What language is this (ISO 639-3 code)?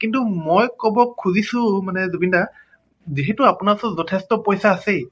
asm